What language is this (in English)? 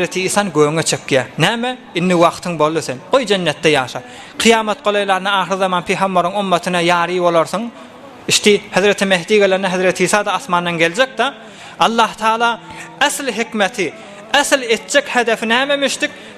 Turkmen